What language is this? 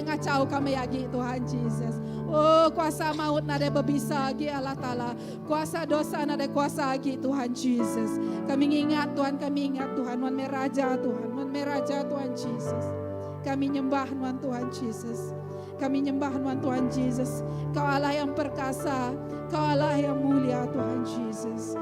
Iban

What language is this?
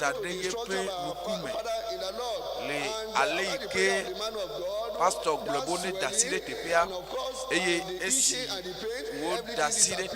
Ewe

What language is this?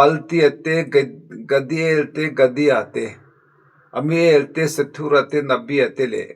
Mizo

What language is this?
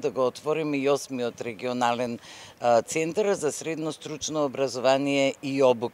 Macedonian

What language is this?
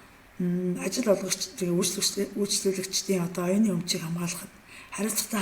Mongolian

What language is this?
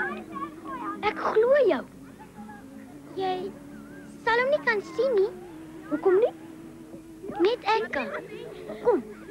Afrikaans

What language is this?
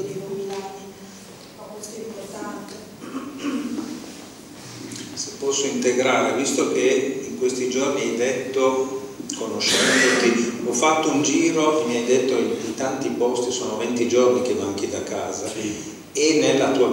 Italian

